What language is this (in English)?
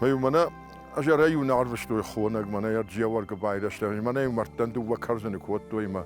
Ossetic